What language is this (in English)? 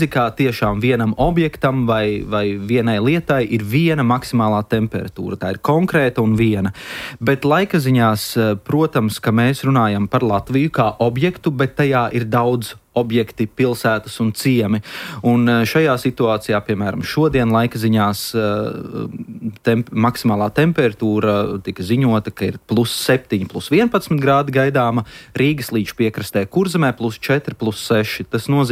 Latvian